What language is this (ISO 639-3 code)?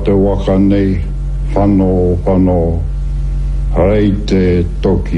mri